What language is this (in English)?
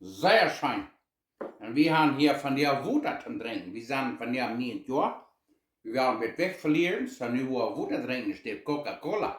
Plautdietsch